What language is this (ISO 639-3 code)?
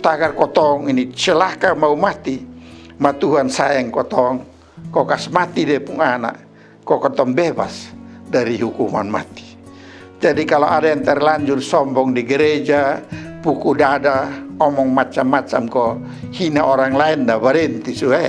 mkn